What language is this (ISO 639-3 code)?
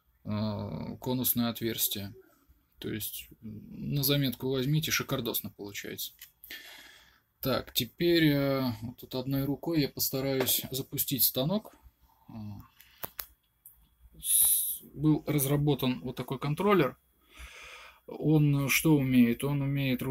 rus